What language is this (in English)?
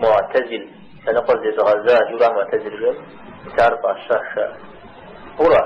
Kabardian